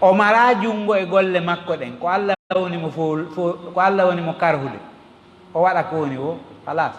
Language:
Fula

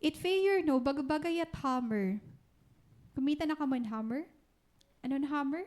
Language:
Waray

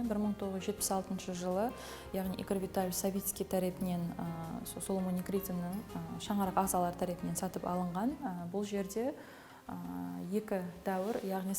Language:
Kara-Kalpak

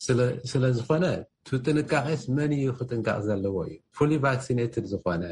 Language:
Tigrinya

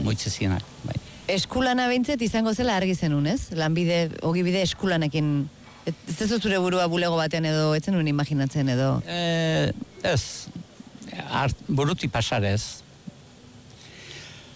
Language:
Basque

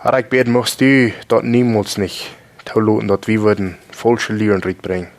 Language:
Plautdietsch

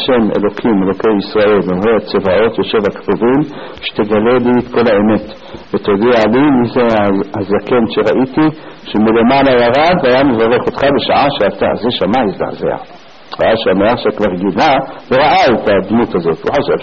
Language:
Hebrew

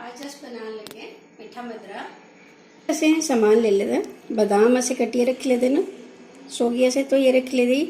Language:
Dogri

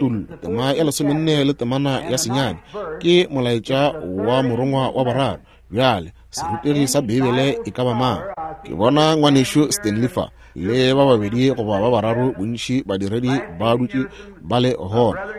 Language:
Northern Sotho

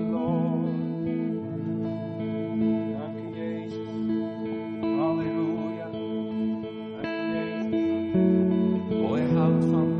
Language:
Dutch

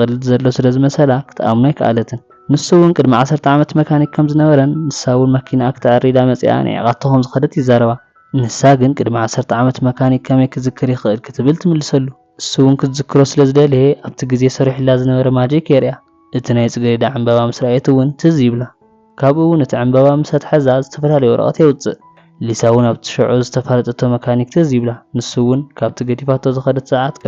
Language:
Tigrinya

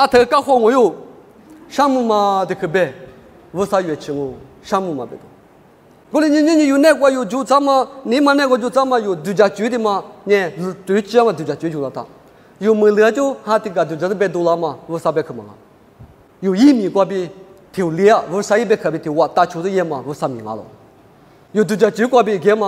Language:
Lisu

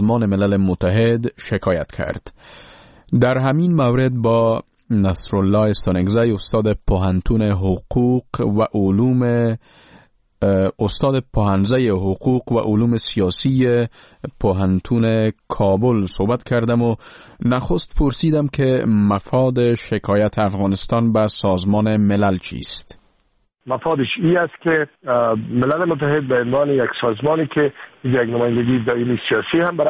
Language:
Persian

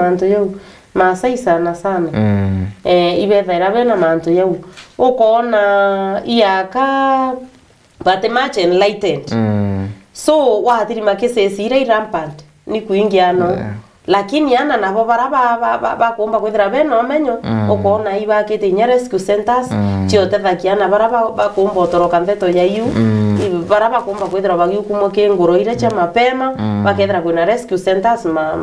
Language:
Meru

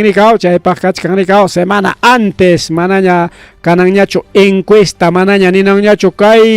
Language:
Ayacucho Quechua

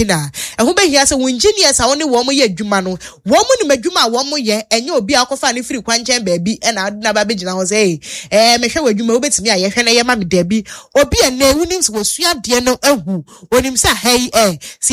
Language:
Akan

